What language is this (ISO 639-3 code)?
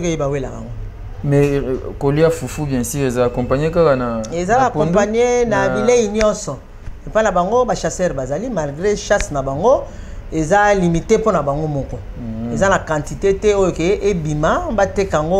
lin